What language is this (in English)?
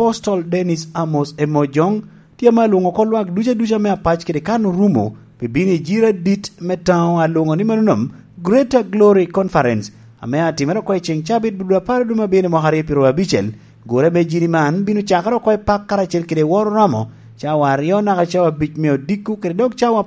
Lango (Uganda)